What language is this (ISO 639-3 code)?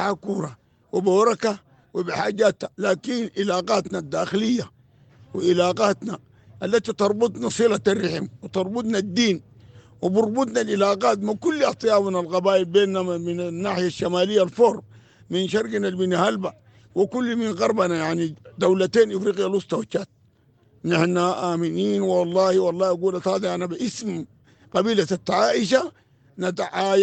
apd